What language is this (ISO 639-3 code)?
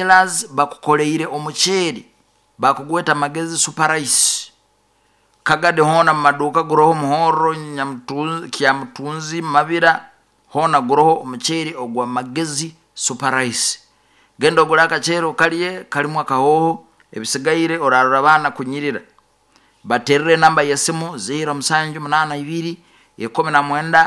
nyo